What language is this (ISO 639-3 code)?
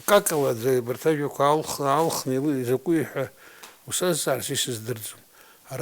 abk